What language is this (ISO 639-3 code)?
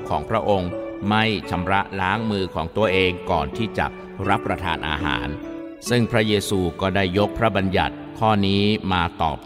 tha